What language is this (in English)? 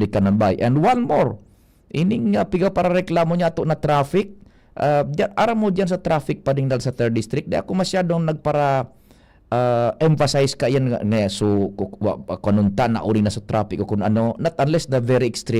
Bikol